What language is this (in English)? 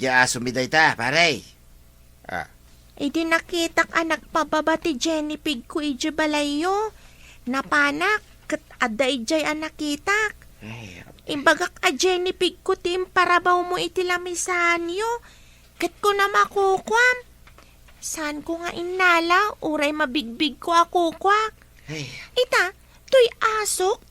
Iloko